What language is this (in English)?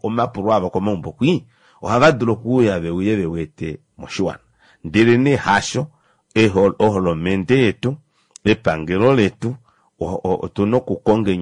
Kuanyama